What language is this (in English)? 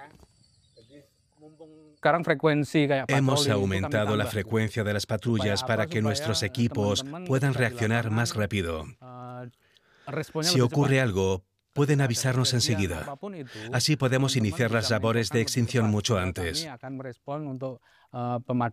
Spanish